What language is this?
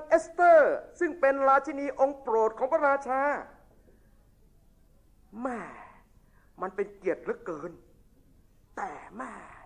Thai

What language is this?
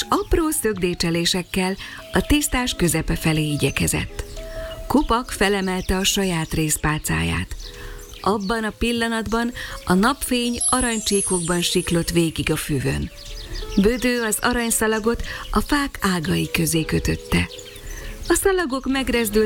Hungarian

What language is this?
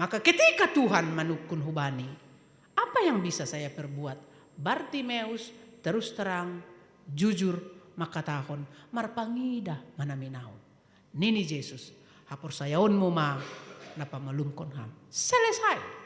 Batak Simalungun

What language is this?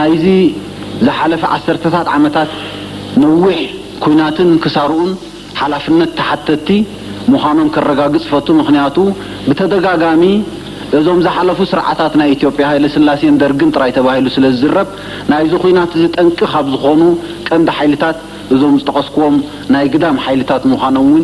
Tigrinya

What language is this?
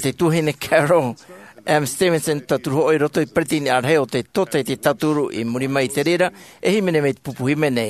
Tahitian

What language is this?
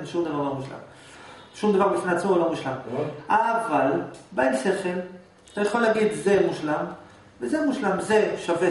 Hebrew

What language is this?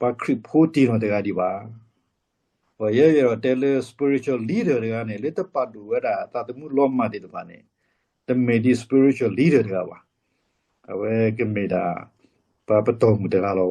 S'gaw Karen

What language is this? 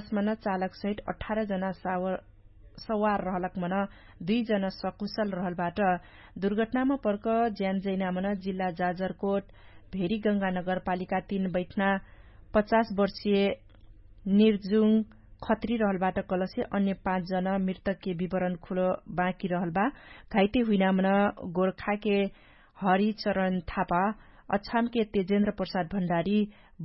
Dangaura Tharu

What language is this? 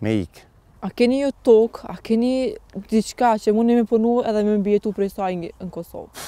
Albanian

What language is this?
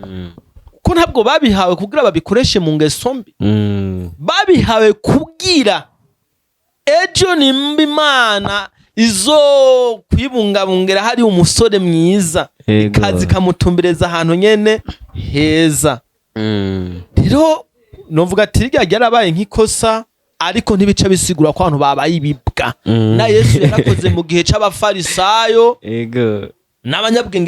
Rundi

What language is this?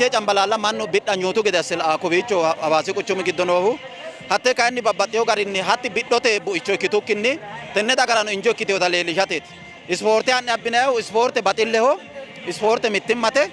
Sidamo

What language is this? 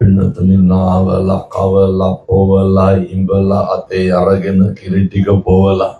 Sinhala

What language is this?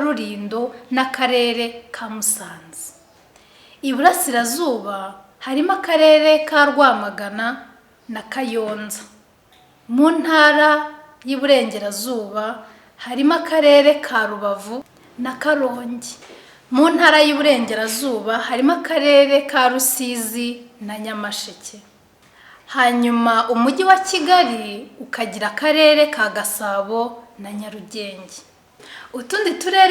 Kinyarwanda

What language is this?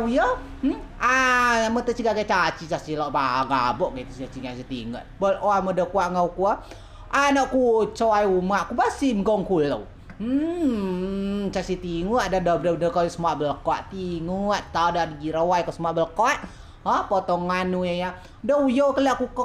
Rejang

